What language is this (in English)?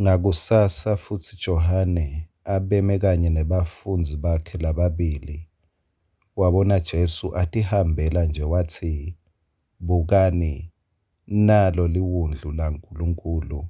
Swati